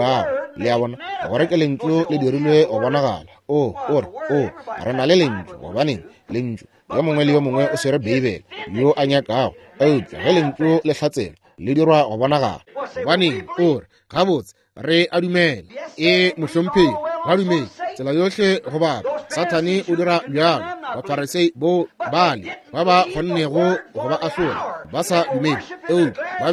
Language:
Northern Sotho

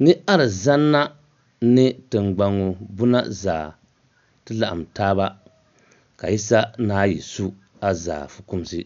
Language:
Dagbani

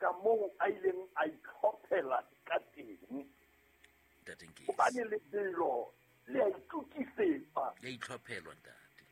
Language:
Southern Sotho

